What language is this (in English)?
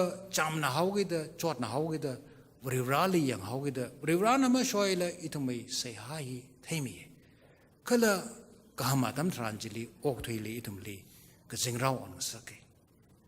Tangkhul Naga (India)